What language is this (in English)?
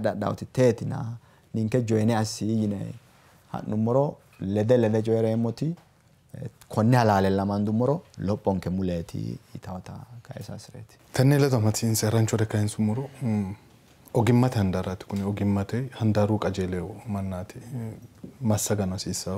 Sidamo